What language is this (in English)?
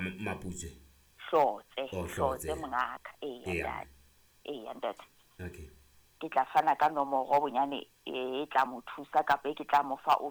Southern Sotho